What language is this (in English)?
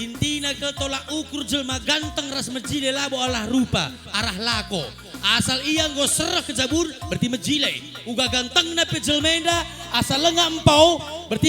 Batak Karo